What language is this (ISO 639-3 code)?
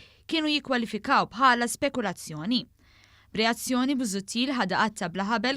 mlt